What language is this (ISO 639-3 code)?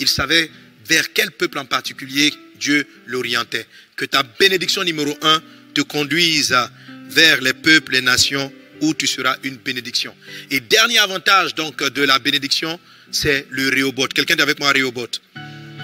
fra